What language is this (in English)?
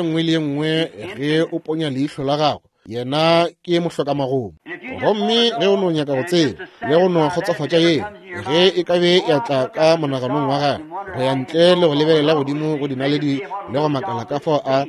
Northern Sotho